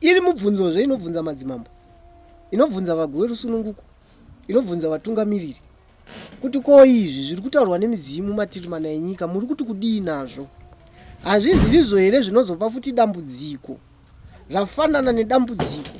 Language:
Shona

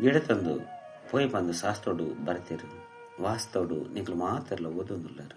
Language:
Tulu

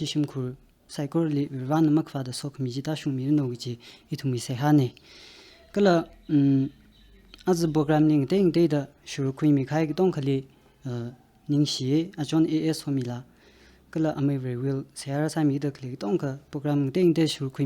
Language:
Tangkhul Naga (India)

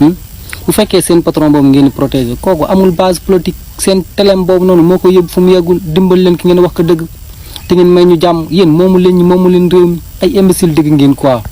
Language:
Wolof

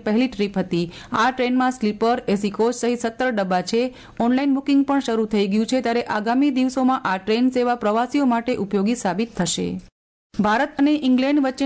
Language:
Gujarati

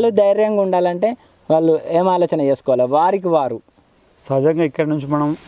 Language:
Telugu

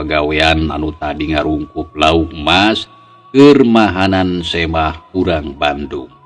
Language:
Sundanese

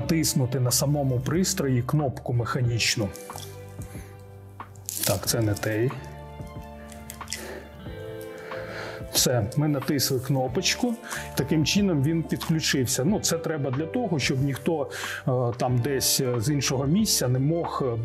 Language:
Ukrainian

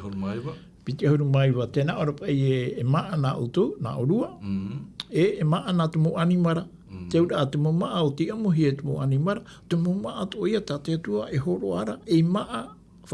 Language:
Tahitian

